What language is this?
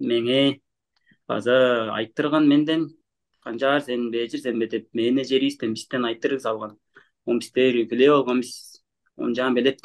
Tuvinian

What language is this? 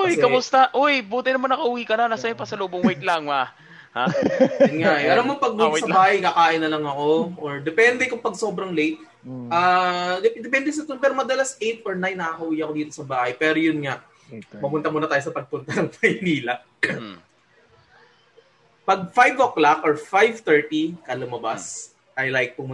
Filipino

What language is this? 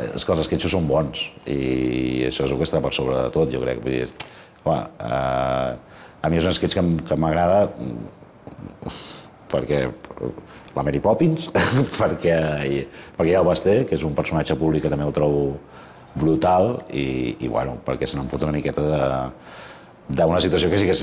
Catalan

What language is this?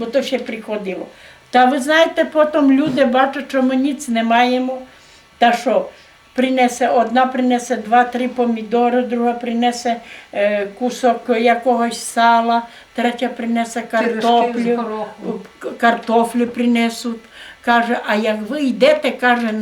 Rusyn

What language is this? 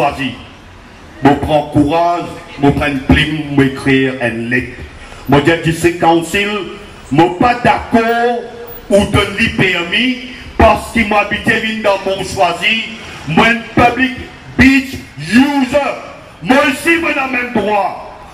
Morisyen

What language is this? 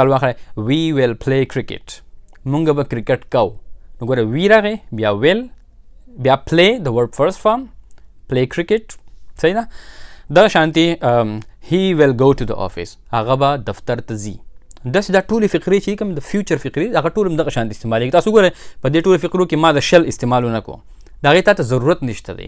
Pashto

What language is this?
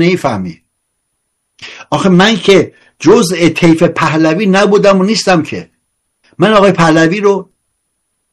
Persian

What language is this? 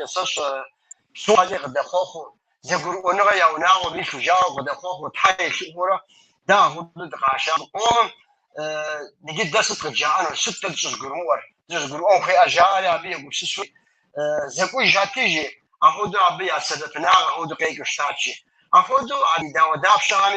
Kabardian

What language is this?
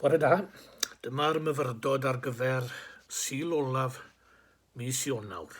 Welsh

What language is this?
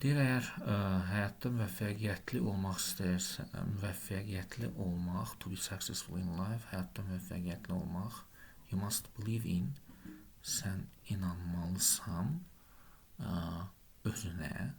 Azerbaijani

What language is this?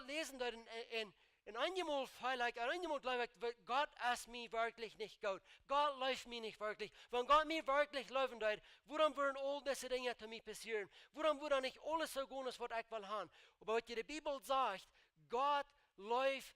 Plautdietsch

